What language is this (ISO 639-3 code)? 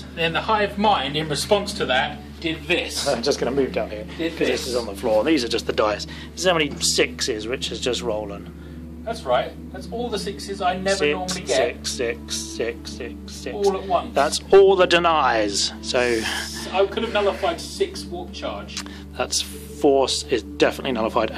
eng